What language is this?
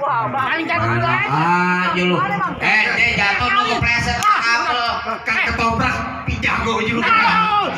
Betawi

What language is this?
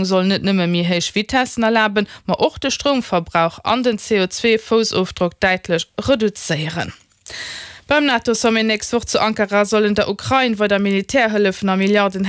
Luxembourgish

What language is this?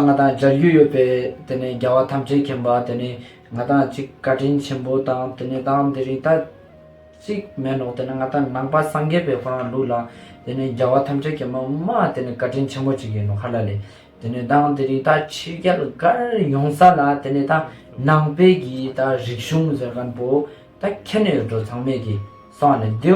Ladakhi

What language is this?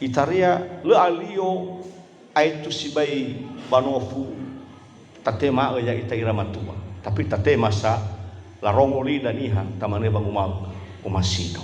Nias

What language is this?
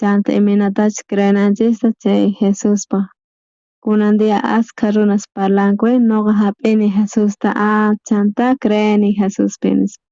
South Bolivian Quechua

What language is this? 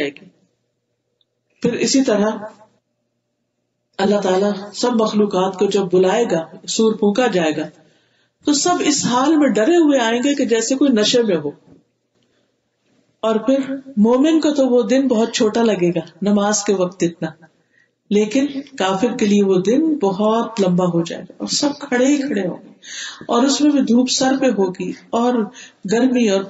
Urdu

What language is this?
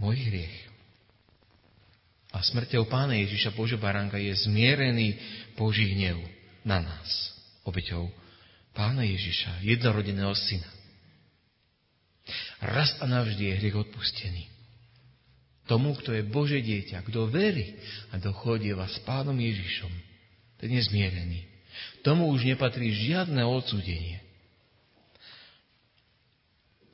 Slovak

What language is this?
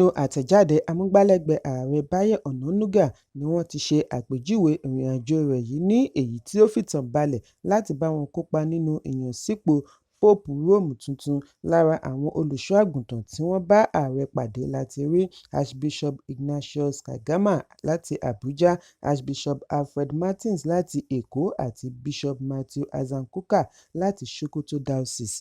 Yoruba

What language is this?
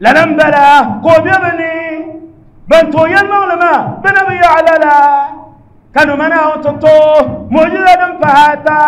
Dagbani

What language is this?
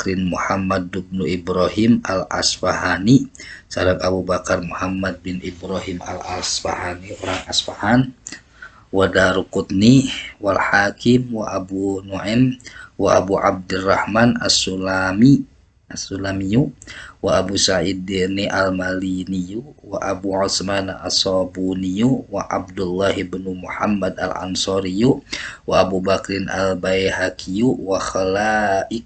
Sundanese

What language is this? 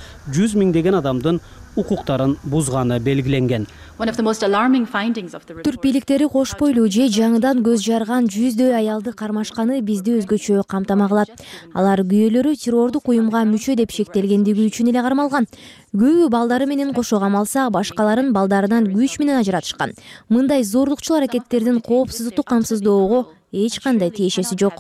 Kyrgyz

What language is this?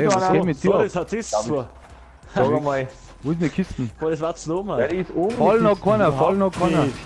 Bavarian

